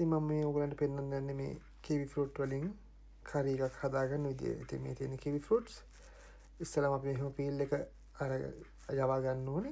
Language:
Sinhala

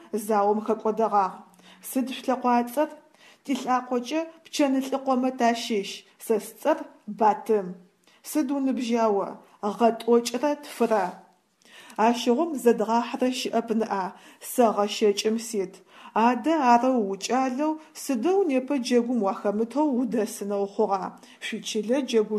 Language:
Adyghe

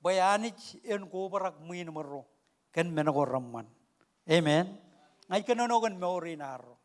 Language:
Marshallese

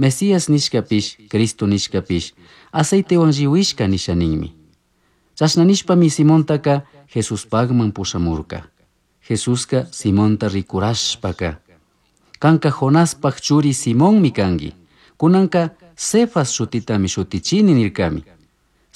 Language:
Chimborazo Highland Quichua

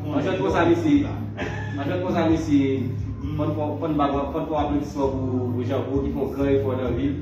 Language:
Haitian Creole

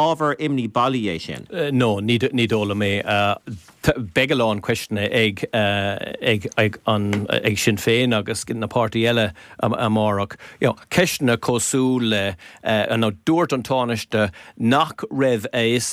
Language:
Irish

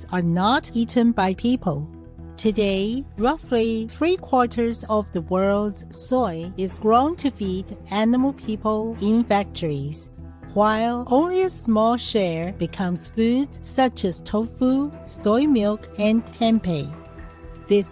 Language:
English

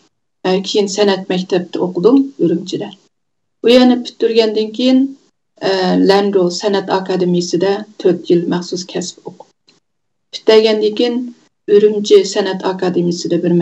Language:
Uyghur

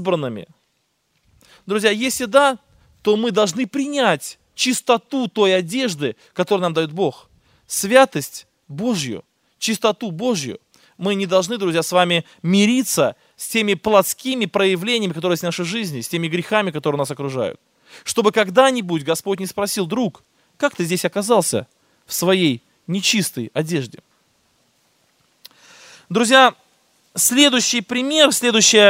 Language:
Russian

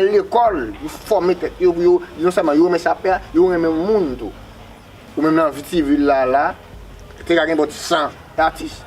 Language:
Haitian Creole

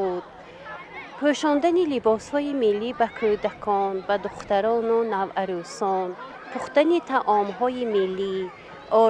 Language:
Tajik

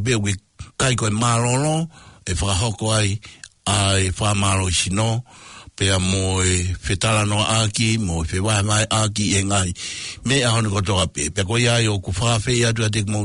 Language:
Tongan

